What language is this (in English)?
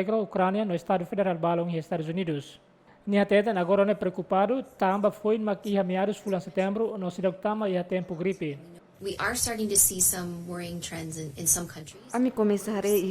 Tetum